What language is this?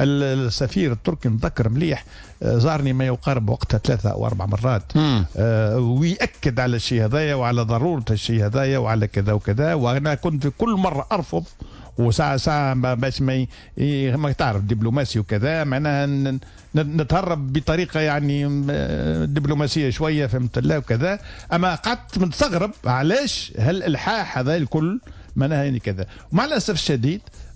Tunisian Arabic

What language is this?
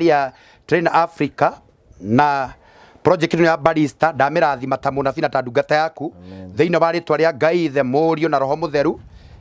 Kikuyu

